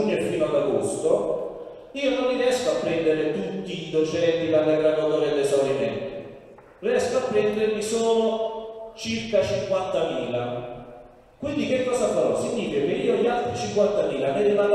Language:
Italian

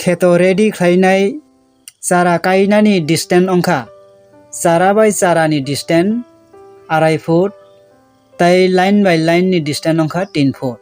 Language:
Kok Borok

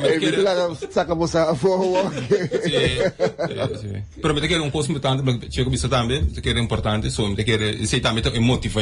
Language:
Papiamento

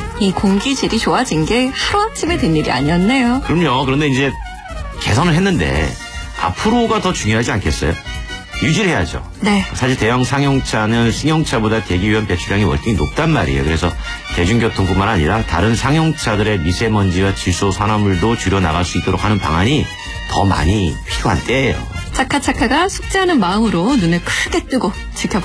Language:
Korean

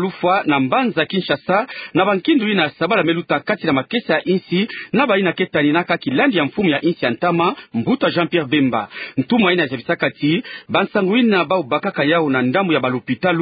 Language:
Kituba (Democratic Republic of Congo)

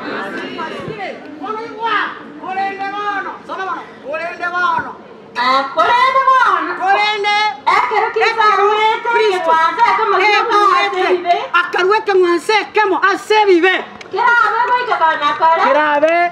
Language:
Gusii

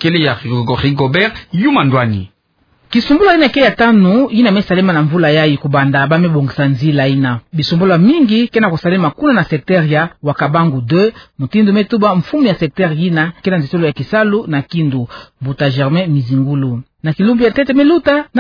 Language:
Kituba (Democratic Republic of Congo)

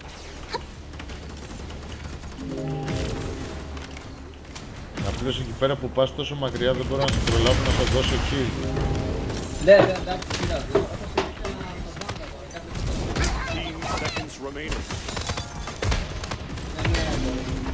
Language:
Greek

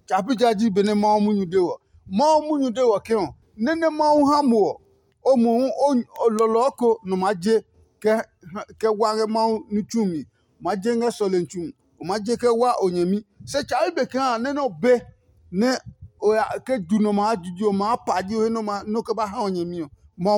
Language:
Adangme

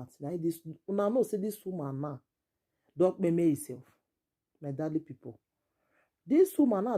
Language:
Nigerian Pidgin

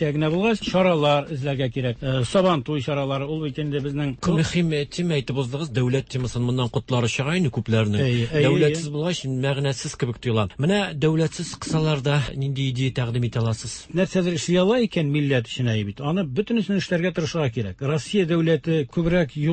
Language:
Tatar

